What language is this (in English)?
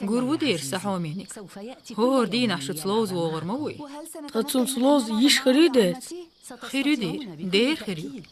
Chechen